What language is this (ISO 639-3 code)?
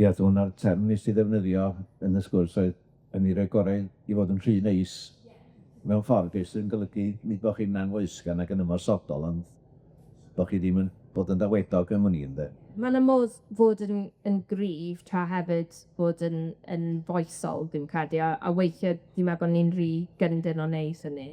cym